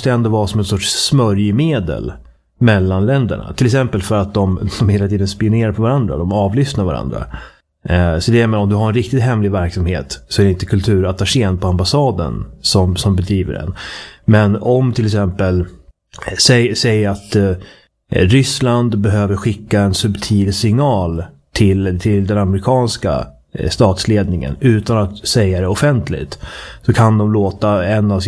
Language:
Swedish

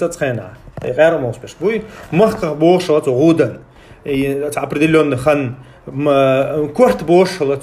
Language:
Chechen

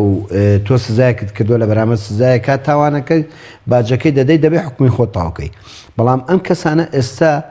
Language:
Central Kurdish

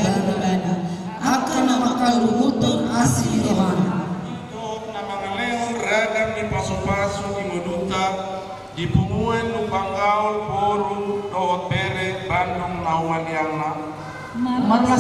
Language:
Batak Toba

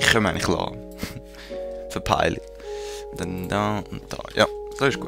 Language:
Swiss German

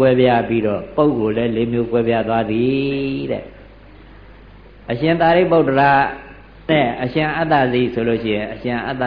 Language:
Burmese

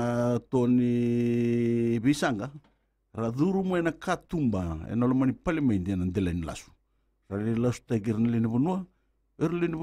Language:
Fijian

